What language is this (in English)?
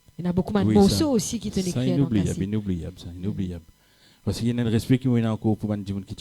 Morisyen